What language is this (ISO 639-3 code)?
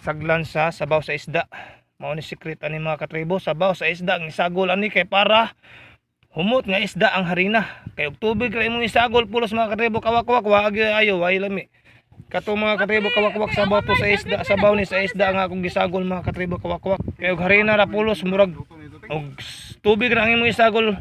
ceb